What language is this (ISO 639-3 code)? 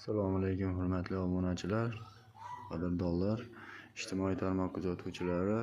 uzb